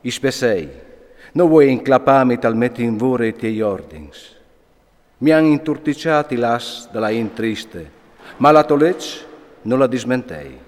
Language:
Friulian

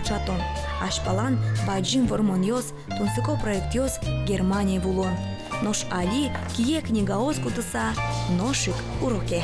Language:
Udmurt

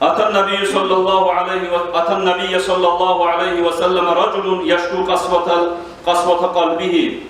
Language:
Kumyk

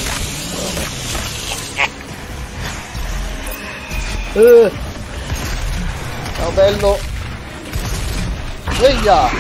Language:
Italian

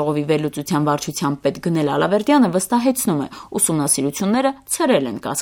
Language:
Armenian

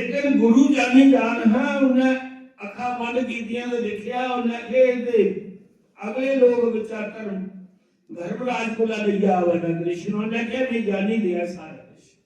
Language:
Dogri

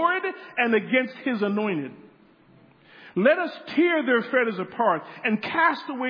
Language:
English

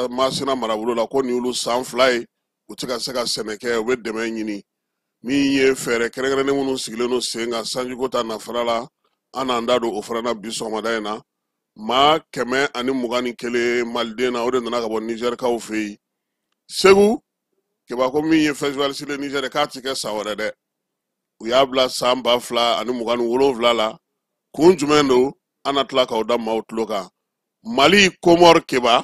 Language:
Bambara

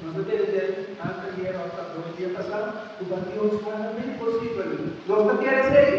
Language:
Papiamento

